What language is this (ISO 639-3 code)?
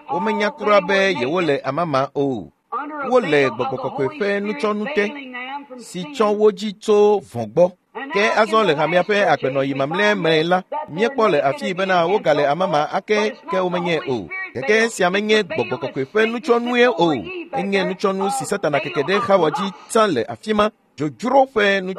ewe